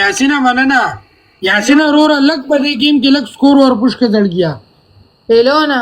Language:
Pashto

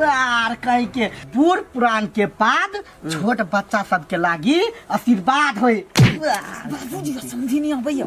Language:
Maithili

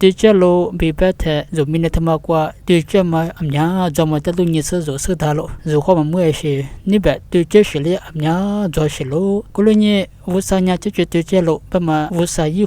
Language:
Lisu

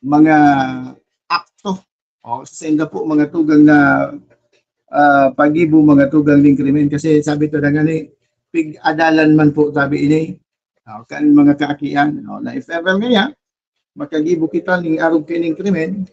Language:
Bikol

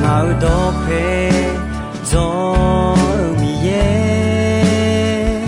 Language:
Akha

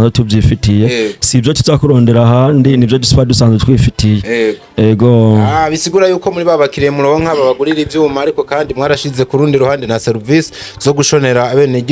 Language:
Rundi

